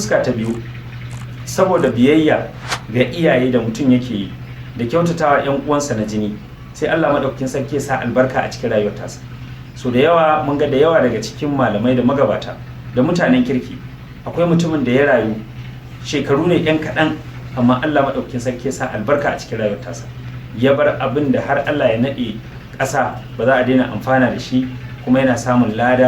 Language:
Hausa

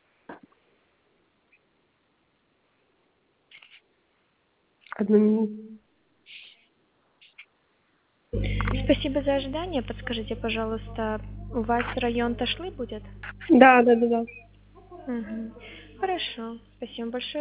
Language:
Russian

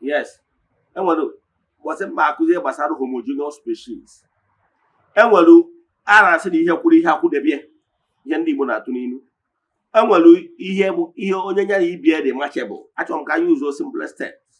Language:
Igbo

